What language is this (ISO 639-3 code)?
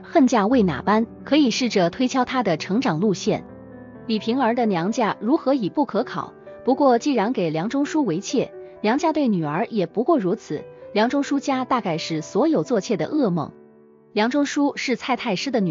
zho